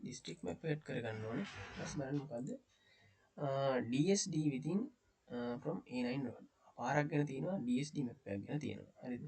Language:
Sinhala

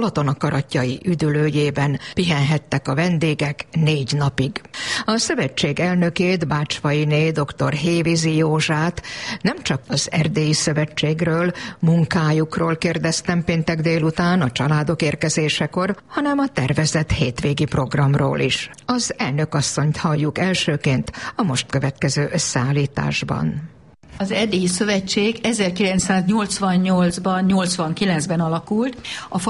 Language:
Hungarian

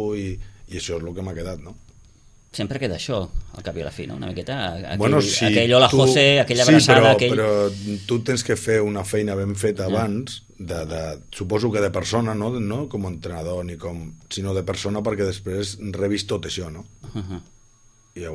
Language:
Catalan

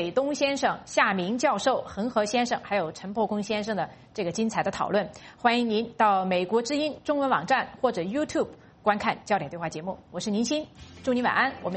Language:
Chinese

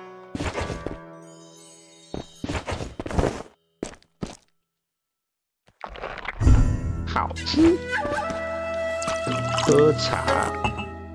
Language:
Chinese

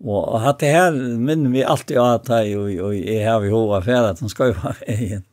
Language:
Faroese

